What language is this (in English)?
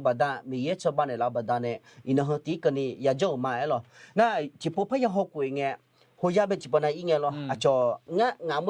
Akha